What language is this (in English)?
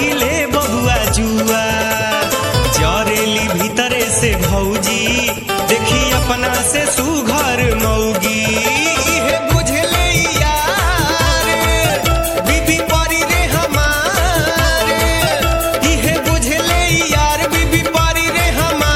Bhojpuri